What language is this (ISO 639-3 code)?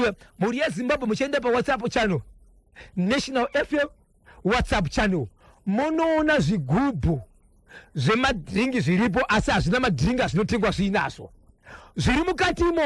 sna